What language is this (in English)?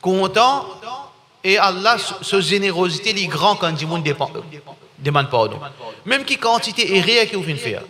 Morisyen